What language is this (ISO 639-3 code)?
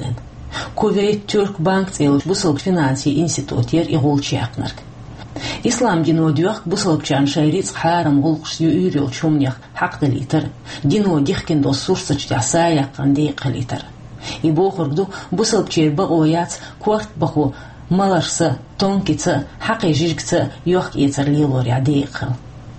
che